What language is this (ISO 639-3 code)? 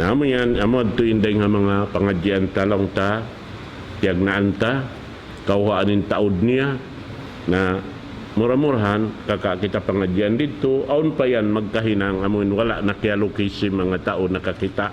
tsg